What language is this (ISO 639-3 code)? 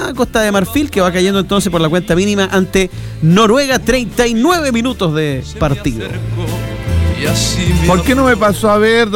spa